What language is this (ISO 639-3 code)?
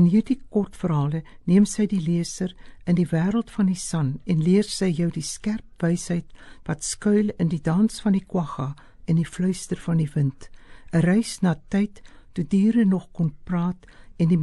afr